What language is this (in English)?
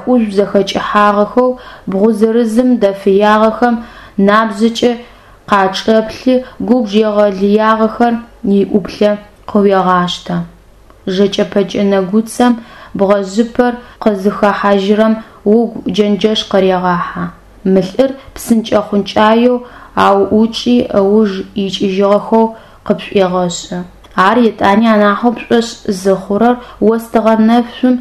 Adyghe